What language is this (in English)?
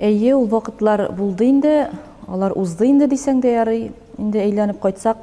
Tatar